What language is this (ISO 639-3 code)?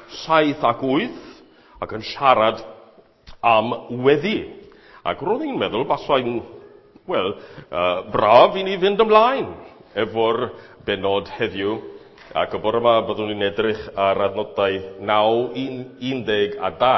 cym